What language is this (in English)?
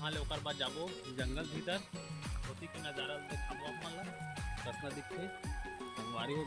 Chhattisgarhi